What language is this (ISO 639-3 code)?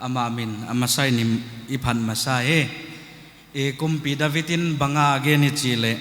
pck